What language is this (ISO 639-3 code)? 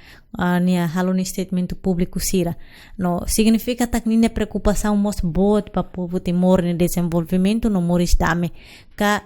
tet